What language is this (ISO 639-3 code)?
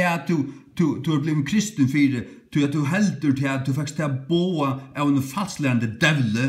fao